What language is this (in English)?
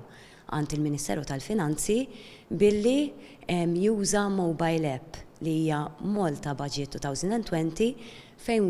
Maltese